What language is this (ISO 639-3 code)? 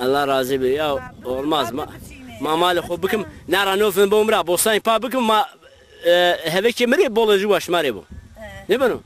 zza